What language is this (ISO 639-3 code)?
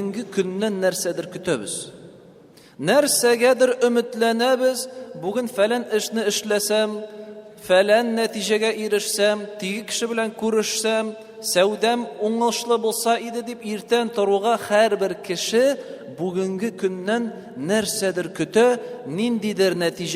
tat